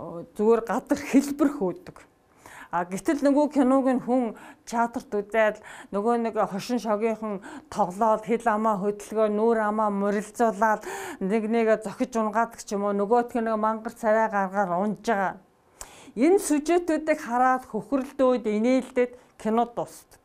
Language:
Mongolian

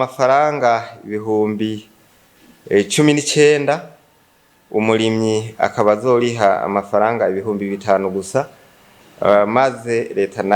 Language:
Rundi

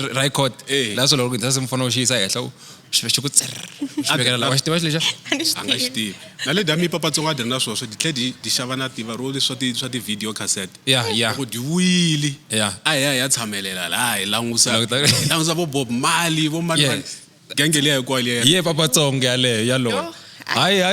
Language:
Tsonga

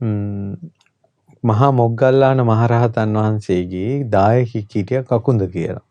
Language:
Sinhala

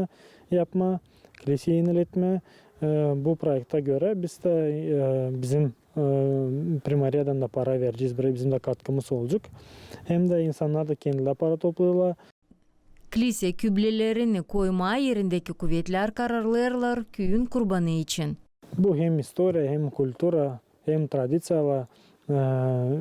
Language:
Gagauz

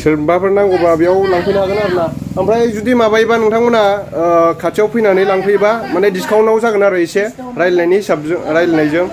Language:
Bodo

